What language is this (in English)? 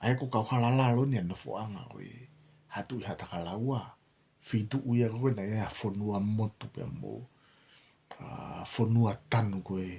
Tongan